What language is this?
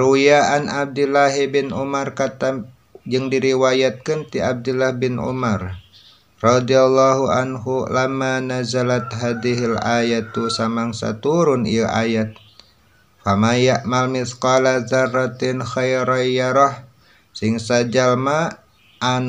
Sundanese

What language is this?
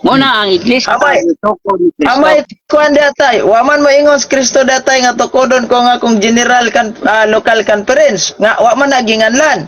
Cebuano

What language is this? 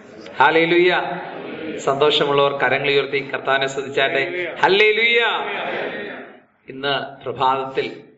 Malayalam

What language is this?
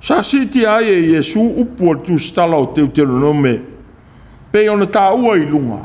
Samoan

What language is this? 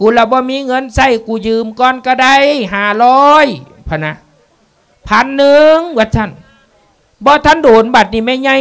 Lao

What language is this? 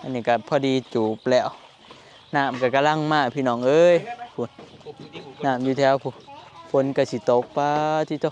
Northeastern Thai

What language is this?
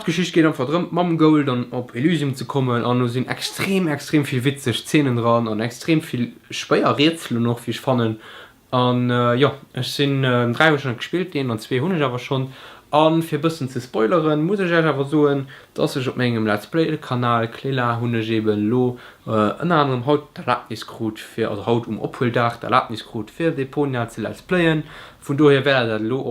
Luxembourgish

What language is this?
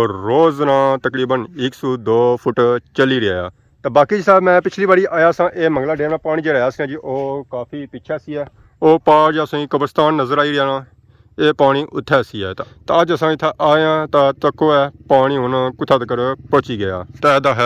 Pahari-Potwari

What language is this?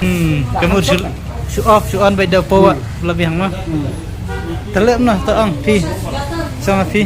Khasi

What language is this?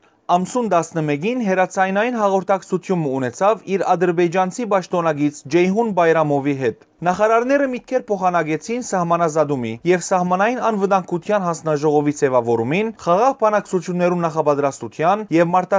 Western Armenian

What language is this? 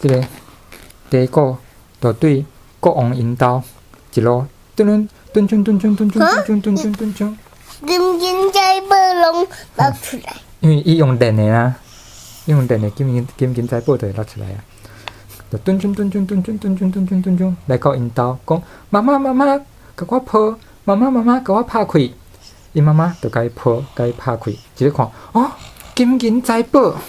Min Nan Chinese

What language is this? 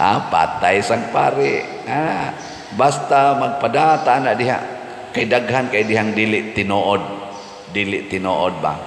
Cebuano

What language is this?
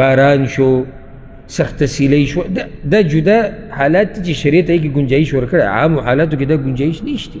Pashto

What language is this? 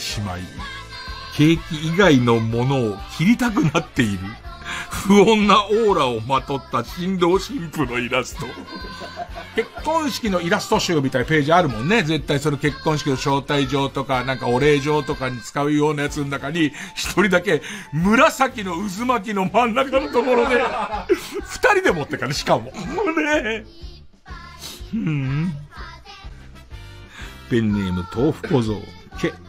Japanese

